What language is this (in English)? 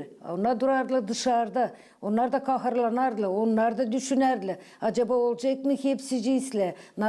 Gagauz